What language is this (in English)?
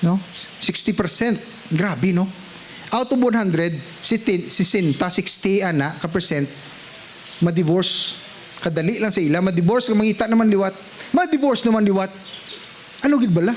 Hiligaynon